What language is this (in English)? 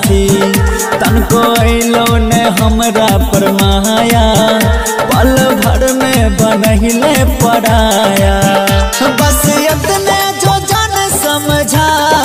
Bhojpuri